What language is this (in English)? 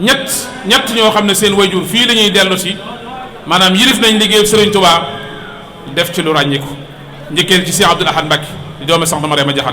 Wolof